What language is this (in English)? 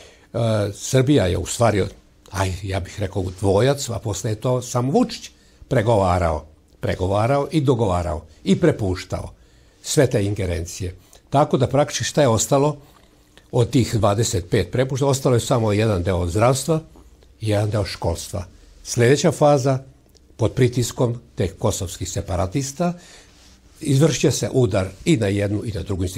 Serbian